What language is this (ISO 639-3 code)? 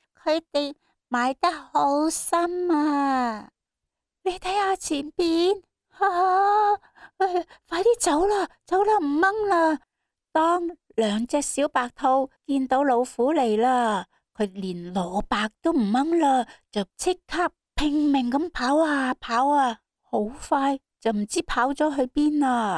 yue